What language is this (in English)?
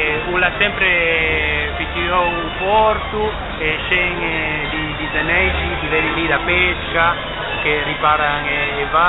Ligurian